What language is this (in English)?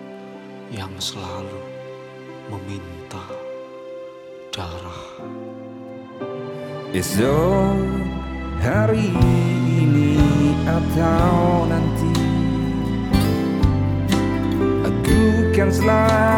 Indonesian